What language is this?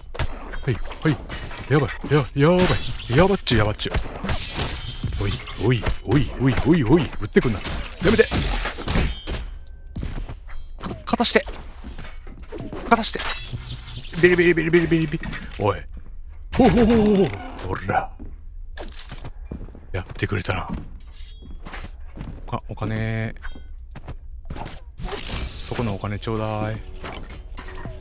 Japanese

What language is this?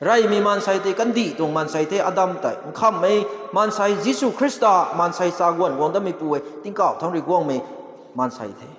Rongmei Naga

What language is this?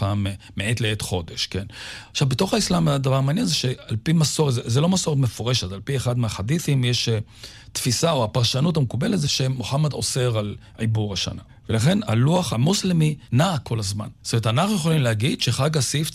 Hebrew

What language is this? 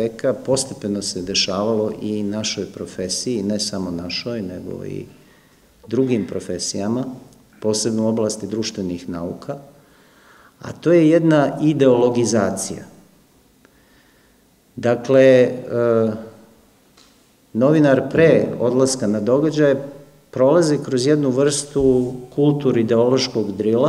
Serbian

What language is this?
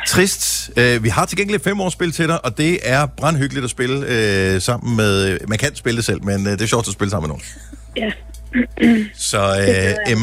Danish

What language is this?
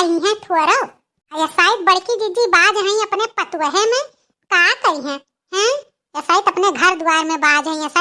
Awadhi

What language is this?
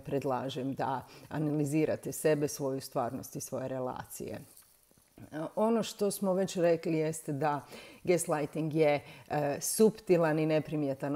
Croatian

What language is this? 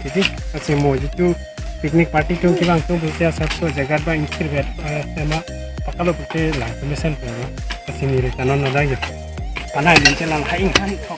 Karbi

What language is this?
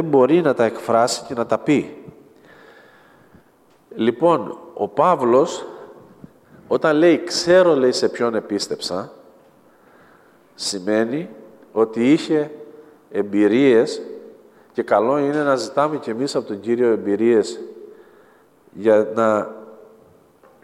Greek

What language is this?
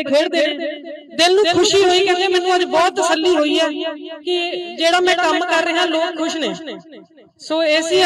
Punjabi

